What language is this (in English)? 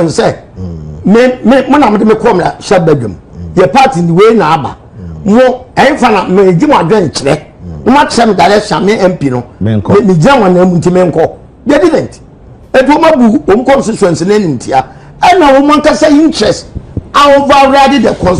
Akan